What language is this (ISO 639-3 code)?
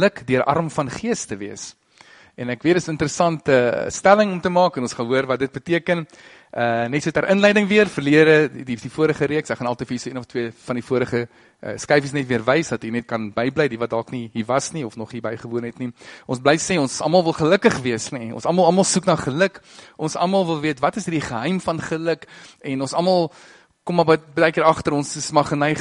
afr